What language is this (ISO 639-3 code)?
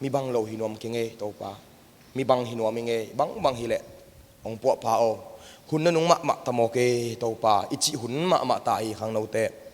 ctd